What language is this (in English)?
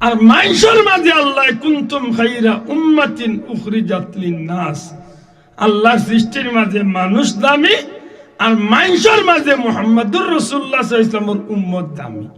Sylheti